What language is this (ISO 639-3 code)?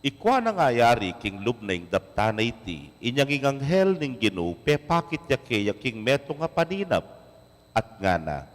pam